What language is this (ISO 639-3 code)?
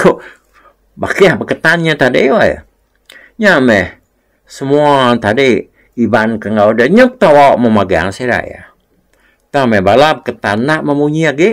iba